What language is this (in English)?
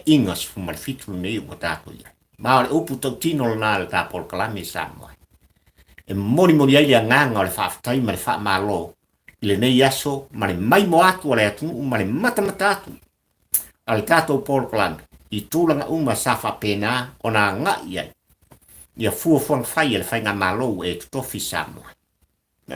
Samoan